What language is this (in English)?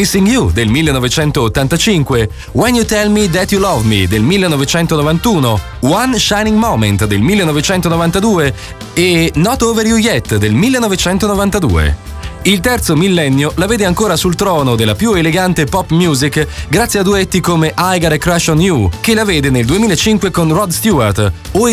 Italian